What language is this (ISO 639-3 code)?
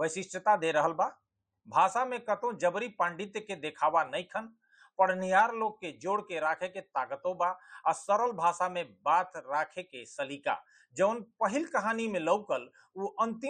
bho